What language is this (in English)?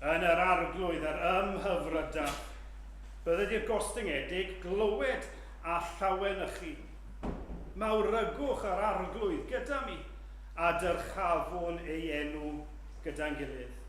Welsh